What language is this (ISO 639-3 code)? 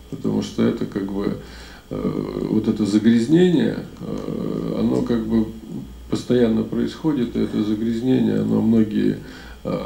rus